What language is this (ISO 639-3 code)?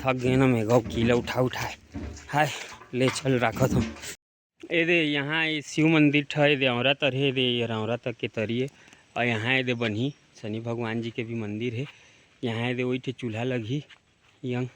hne